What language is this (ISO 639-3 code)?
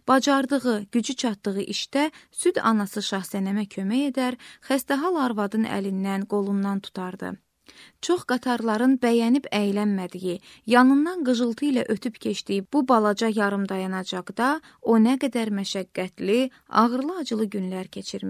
aze